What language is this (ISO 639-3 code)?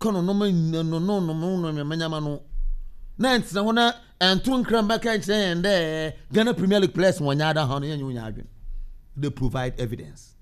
aka